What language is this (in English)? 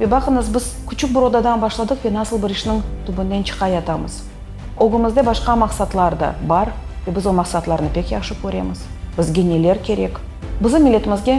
Crimean Tatar